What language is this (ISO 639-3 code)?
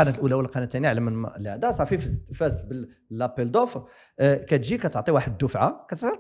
ary